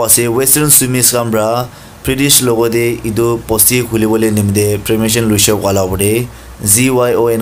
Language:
Naga Pidgin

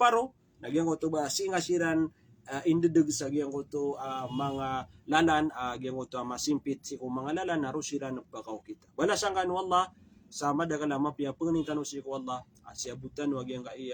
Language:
Maranao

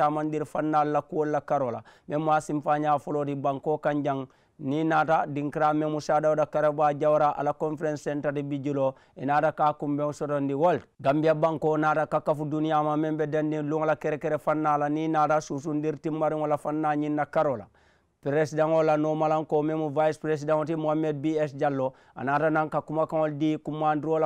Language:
Mandingo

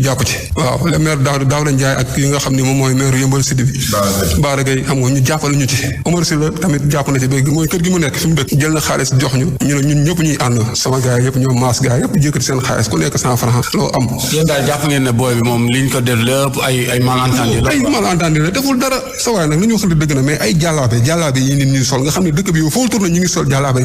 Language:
Wolof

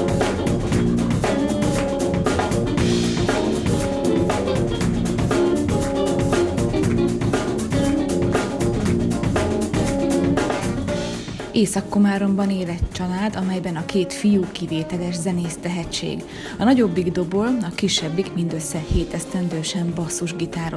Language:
Hungarian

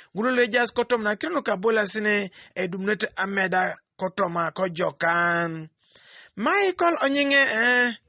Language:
Teso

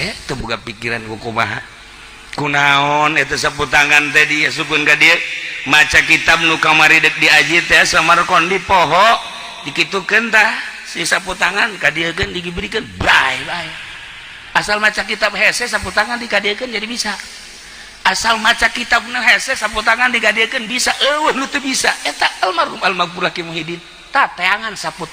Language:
Sundanese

